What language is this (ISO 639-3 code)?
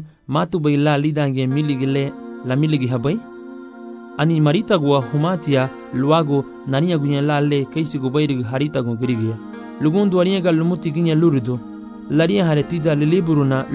cab